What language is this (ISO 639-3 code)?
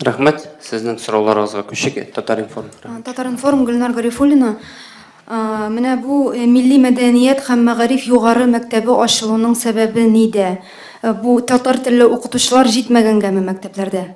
tat